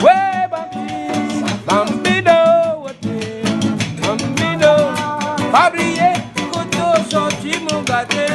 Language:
Réunion Creole French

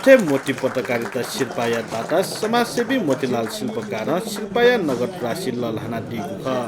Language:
Newari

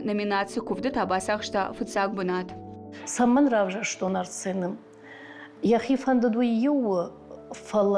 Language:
Ossetic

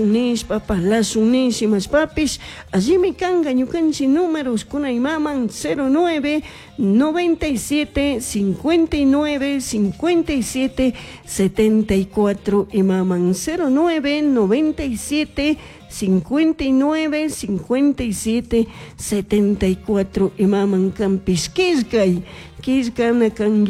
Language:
Chimborazo Highland Quichua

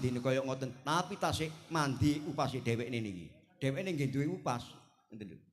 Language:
Javanese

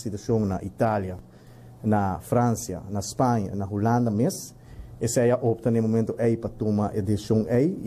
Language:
Papiamento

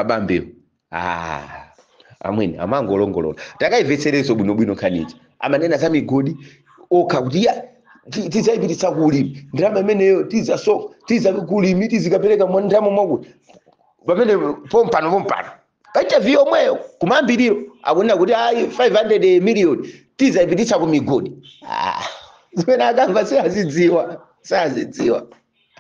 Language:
Nyanja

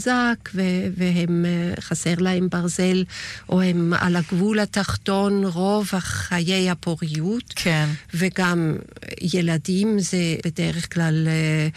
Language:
Hebrew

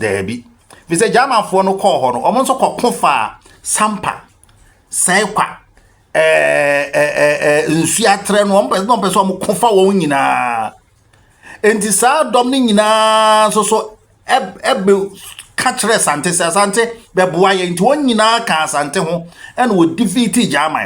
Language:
Akan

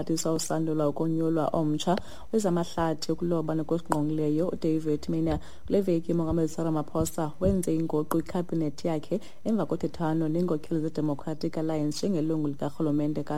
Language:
Xhosa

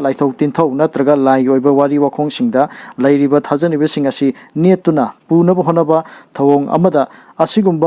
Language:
Manipuri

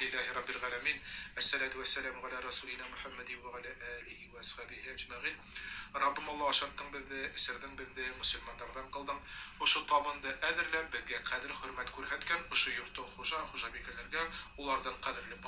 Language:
Bashkir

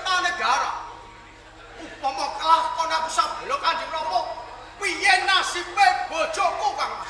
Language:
Javanese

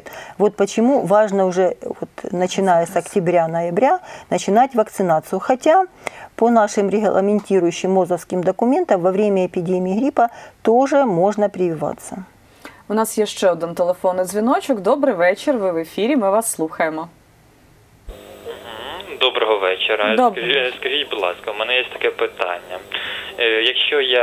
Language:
Ukrainian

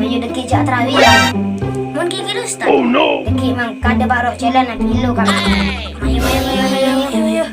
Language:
Madurese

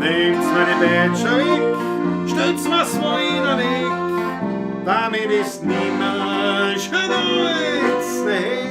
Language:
Bavarian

